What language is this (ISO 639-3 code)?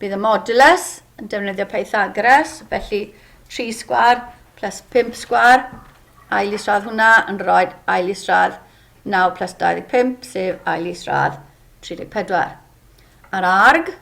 cym